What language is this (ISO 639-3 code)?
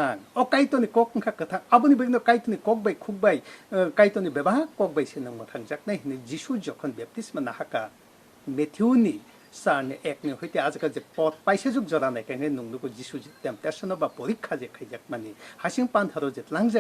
trp